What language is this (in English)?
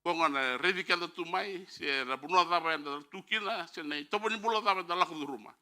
Fijian